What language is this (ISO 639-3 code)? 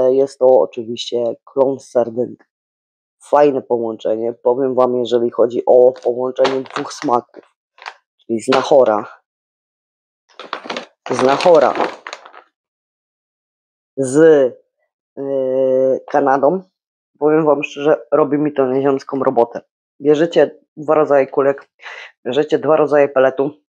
pol